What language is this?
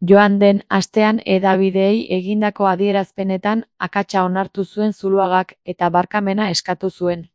Basque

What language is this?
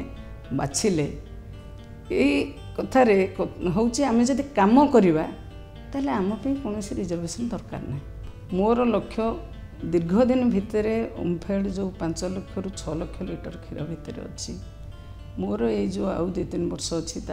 Odia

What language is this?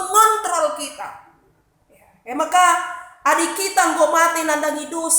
Batak Karo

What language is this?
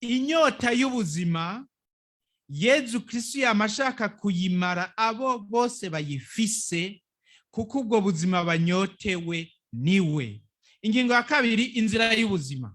Rundi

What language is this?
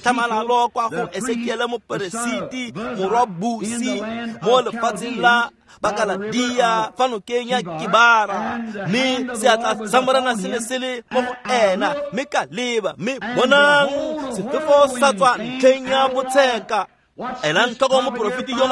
Tswana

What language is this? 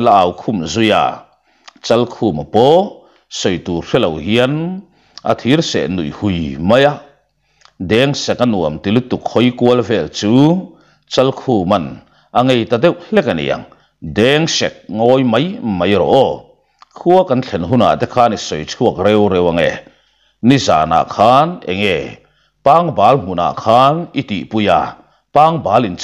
Mizo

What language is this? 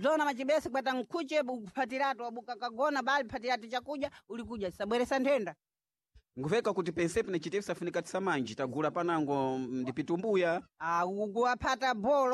Sena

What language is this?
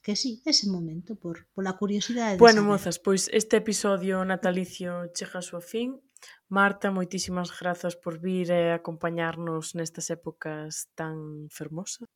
Galician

